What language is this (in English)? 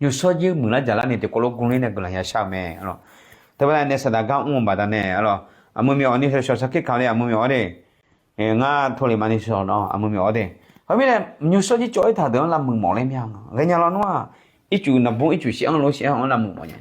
Akha